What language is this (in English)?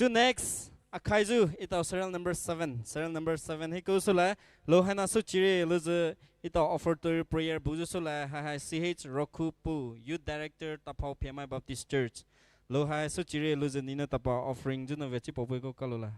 Poumei Naga